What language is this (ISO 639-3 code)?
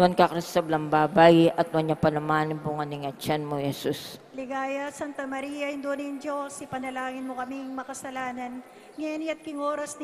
pam